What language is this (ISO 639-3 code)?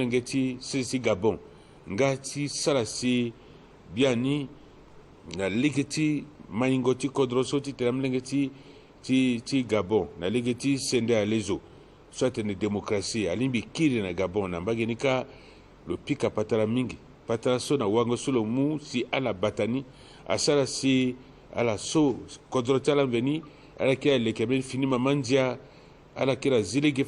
sag